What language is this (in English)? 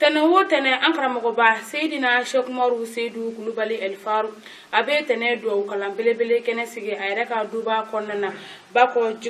Bambara